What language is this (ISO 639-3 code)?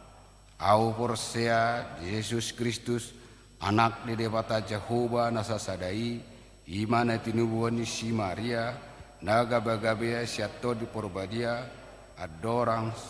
bbc